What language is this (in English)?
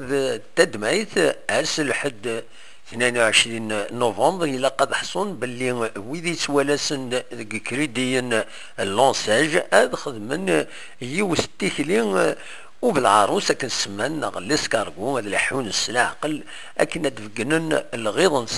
Kabyle